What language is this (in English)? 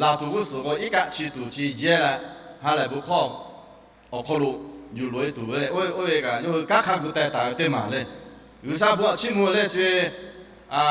Lahu